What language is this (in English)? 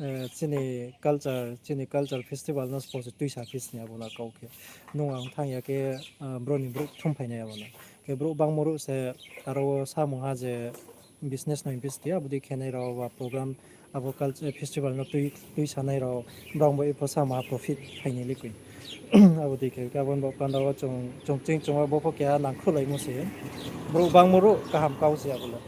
Riang (India)